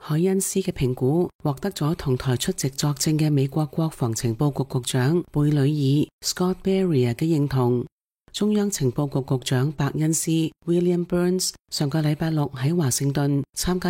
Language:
Cantonese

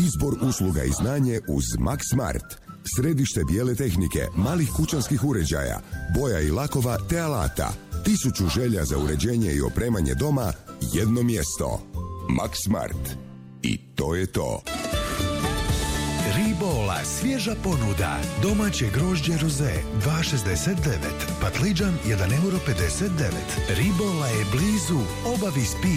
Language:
Croatian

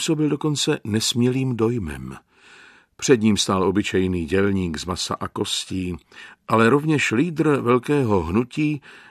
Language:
Czech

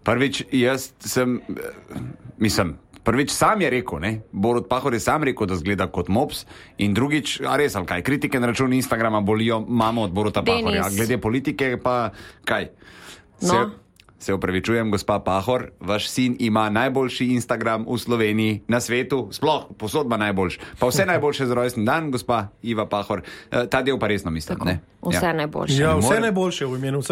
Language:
Slovenian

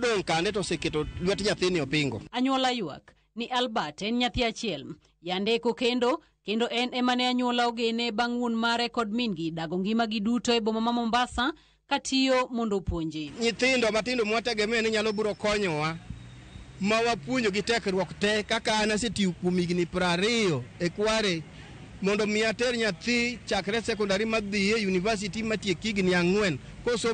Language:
Luo (Kenya and Tanzania)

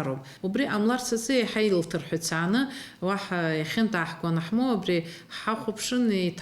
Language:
Abkhazian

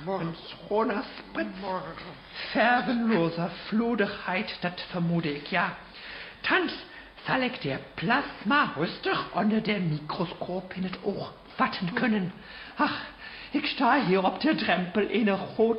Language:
Dutch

